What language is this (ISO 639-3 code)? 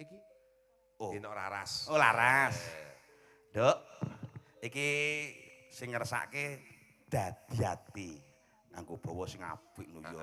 jav